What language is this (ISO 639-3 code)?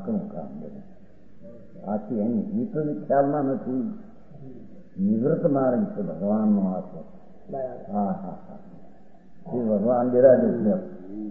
guj